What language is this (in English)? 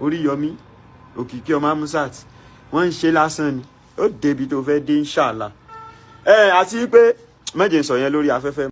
Yoruba